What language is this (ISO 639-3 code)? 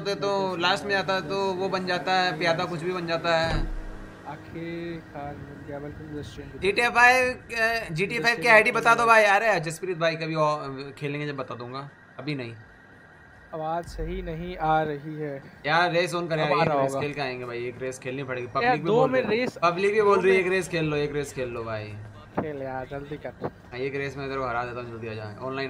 hin